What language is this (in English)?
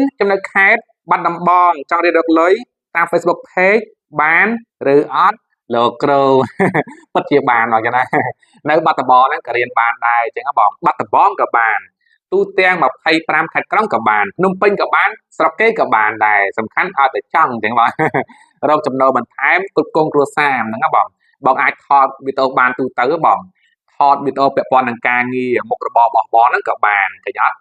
Khmer